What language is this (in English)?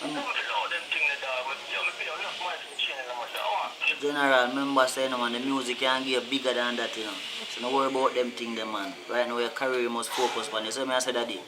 Jamaican Creole English